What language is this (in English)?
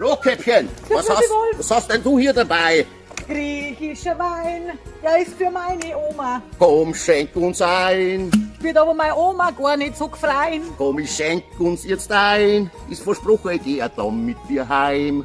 Bavarian